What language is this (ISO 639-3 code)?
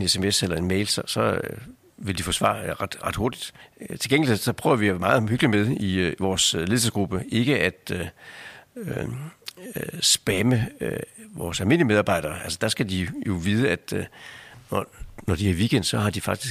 dan